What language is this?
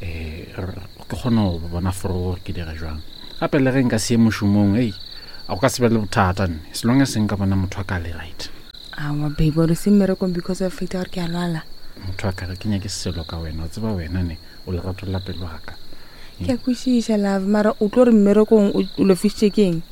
Northern Sotho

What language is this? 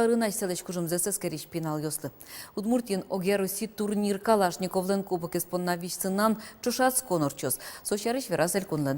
Udmurt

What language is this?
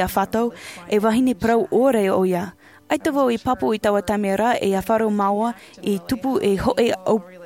Tahitian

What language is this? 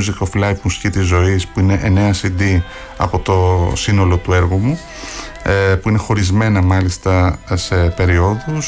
Greek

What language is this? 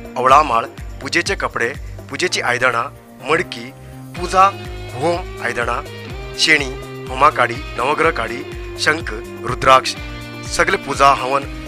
Konkani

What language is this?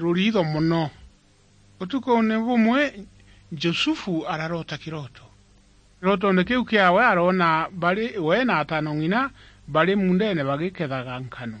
Meru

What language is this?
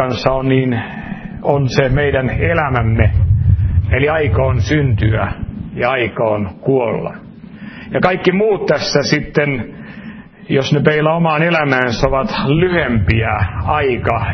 Finnish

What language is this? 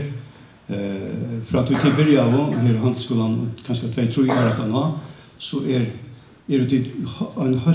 Faroese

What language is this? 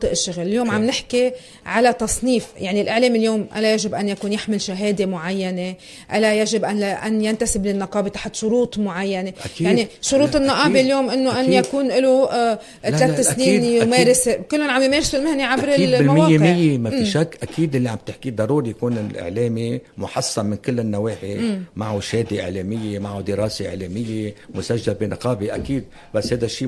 North Levantine Arabic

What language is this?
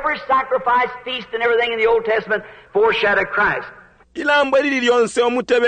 Bemba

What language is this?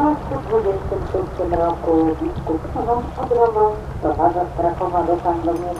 Polish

